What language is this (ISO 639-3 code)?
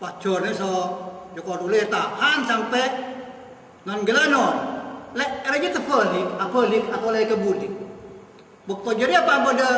mad